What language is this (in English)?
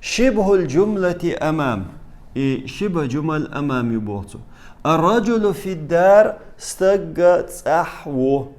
Chechen